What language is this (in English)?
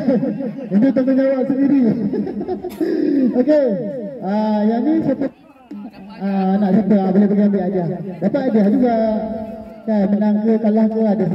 Malay